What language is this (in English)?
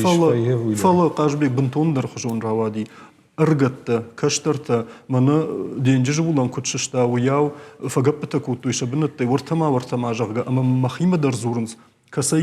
Ossetic